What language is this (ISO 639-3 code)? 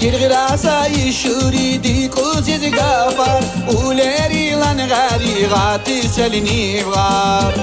tab